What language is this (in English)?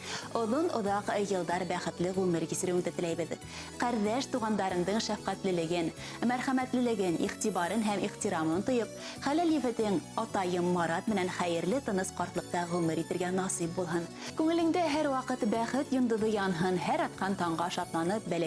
Bashkir